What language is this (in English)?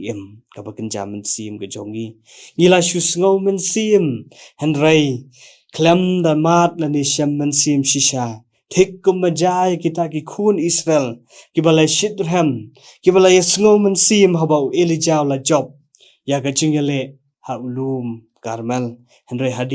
Khasi